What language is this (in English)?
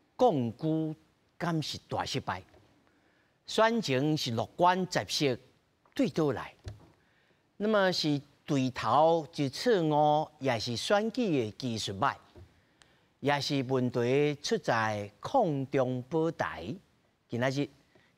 Min Nan Chinese